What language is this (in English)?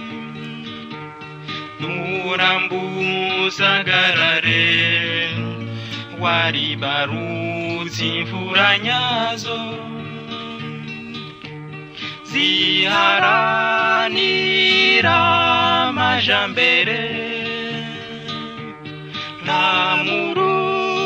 Rundi